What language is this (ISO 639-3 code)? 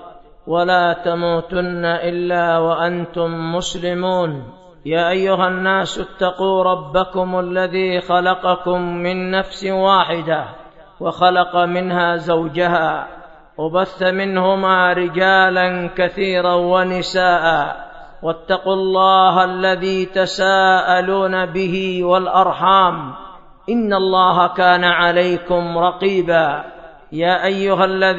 ara